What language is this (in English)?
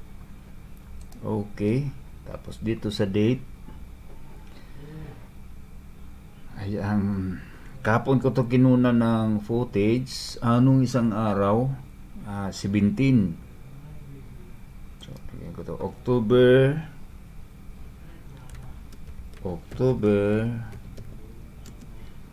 Filipino